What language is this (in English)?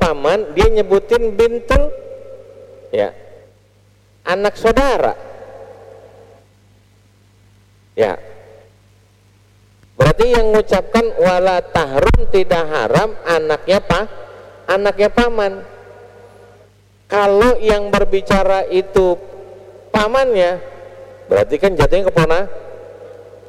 Indonesian